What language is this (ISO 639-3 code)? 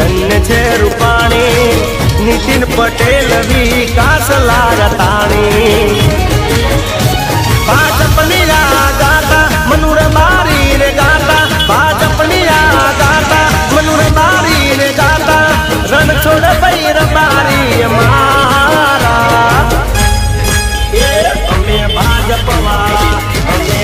guj